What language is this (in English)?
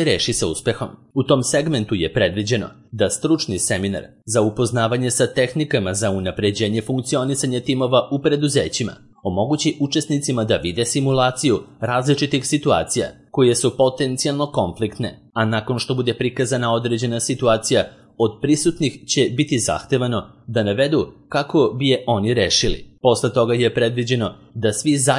Serbian